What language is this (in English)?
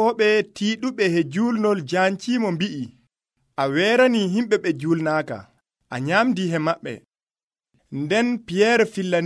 Nigerian Fulfulde